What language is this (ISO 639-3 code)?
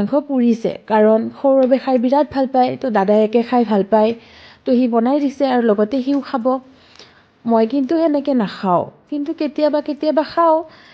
asm